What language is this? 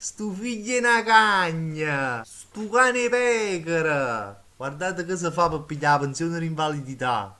Neapolitan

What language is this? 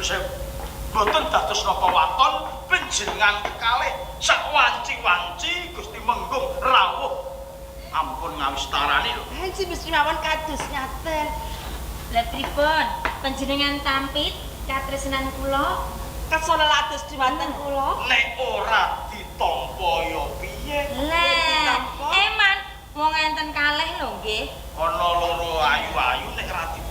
Javanese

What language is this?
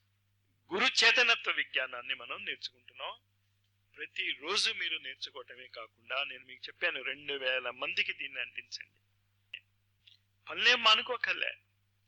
Telugu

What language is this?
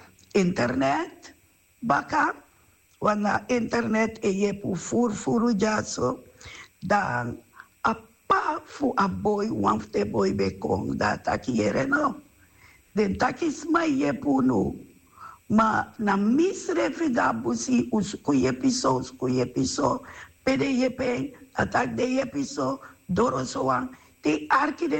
Sranan Tongo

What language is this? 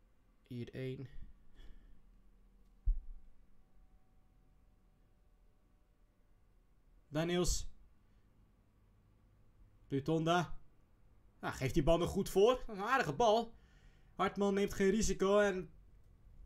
Dutch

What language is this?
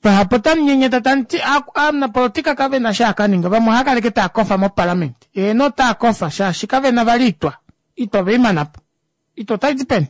Kuanyama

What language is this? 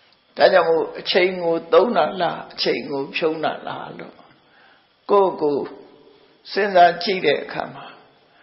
Burmese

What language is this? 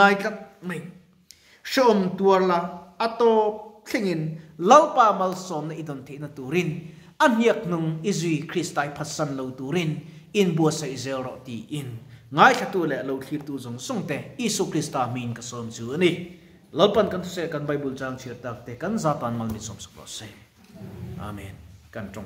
Mizo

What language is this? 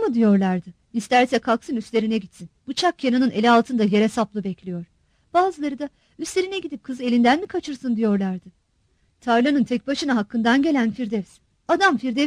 Turkish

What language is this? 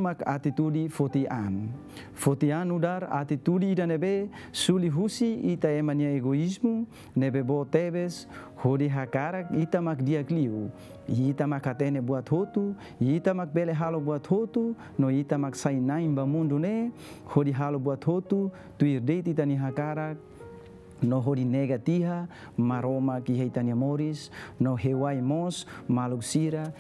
Tetum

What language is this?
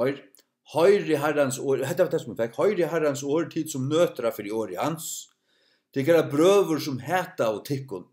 Faroese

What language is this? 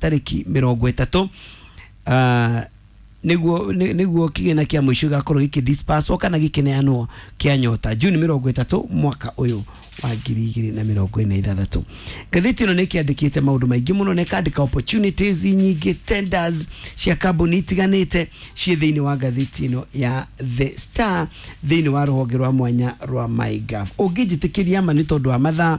Kikuyu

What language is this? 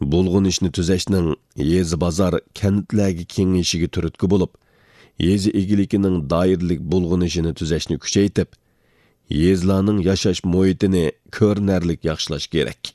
Uyghur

